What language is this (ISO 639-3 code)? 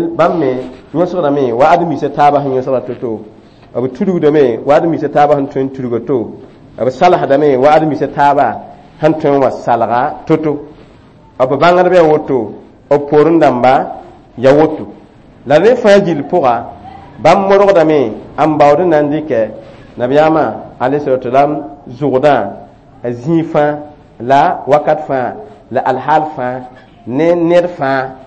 mos